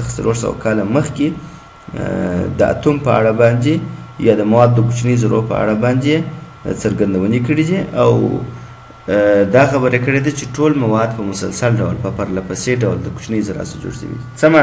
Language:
Pashto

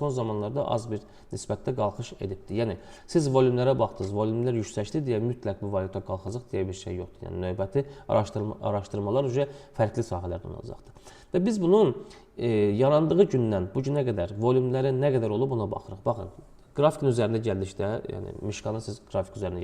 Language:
Azerbaijani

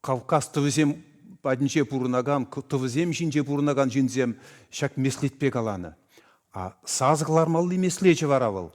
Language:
Chuvash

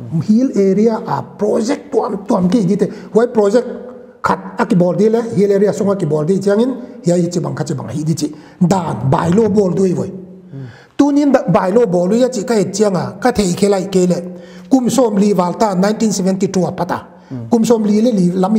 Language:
Paite Chin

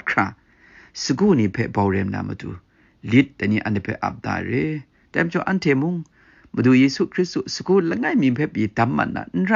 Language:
Kachin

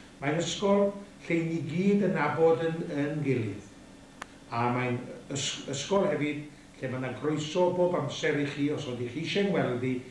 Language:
Welsh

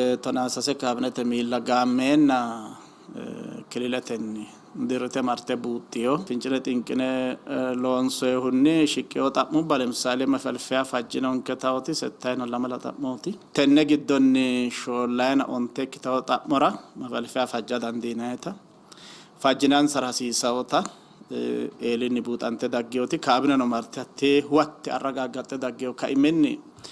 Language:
Sidamo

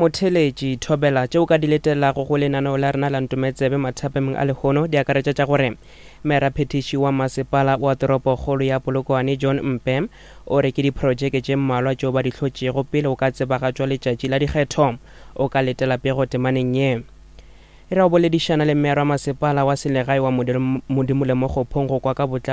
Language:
Northern Sotho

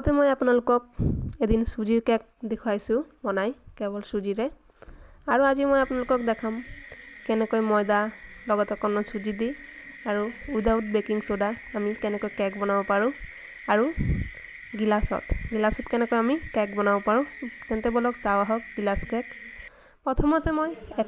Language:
Assamese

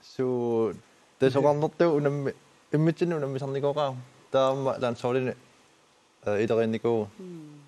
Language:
Kalaallisut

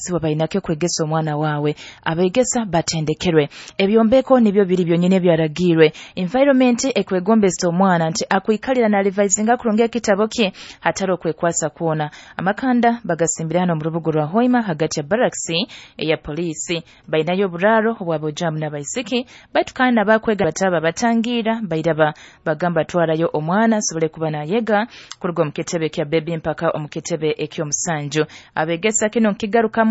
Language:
Nyoro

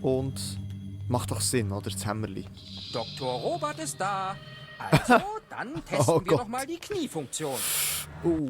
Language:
Swiss German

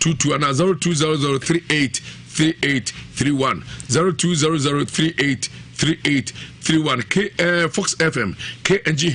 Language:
Akan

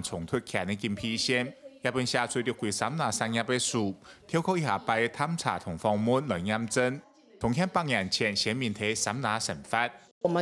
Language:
Hakka Chinese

